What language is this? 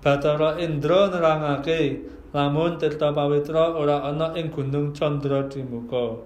Javanese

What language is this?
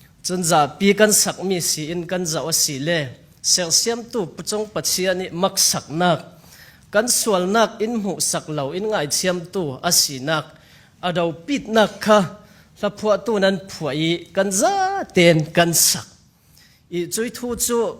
Falam Chin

